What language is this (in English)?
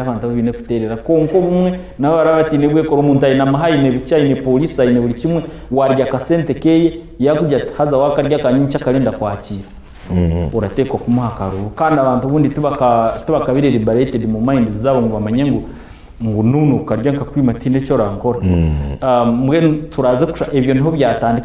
Nyankole